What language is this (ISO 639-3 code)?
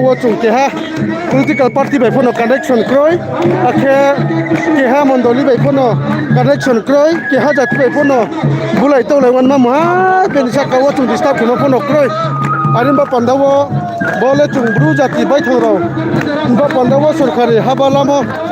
ria